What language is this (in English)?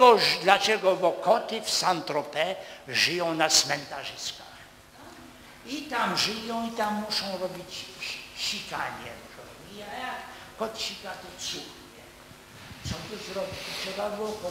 Polish